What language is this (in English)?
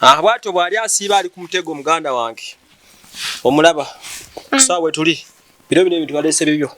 Ganda